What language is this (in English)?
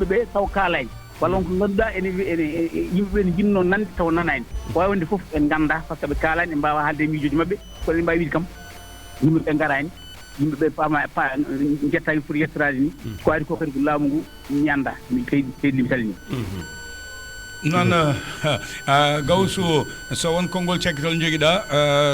Fula